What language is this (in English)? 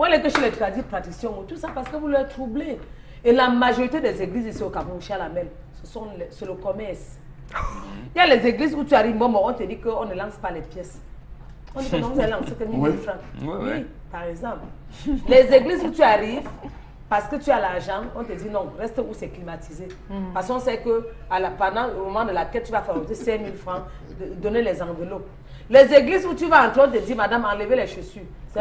French